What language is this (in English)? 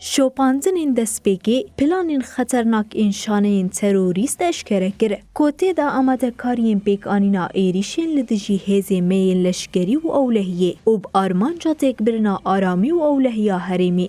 Kurdish